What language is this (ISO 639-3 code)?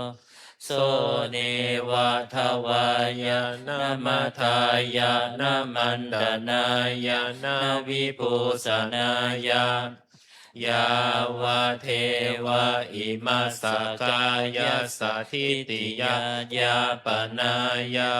pli